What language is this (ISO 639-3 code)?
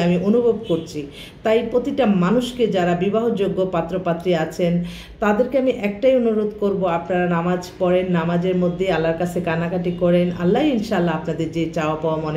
ben